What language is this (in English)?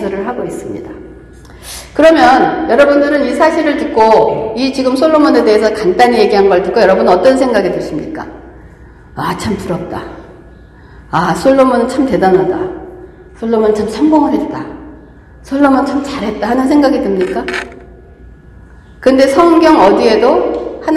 Korean